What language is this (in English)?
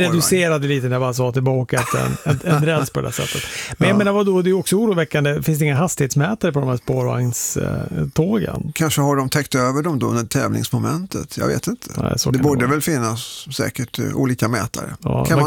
Swedish